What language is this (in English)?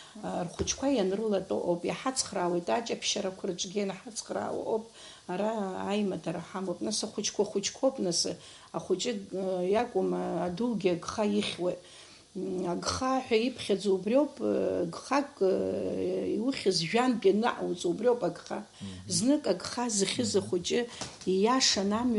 Abkhazian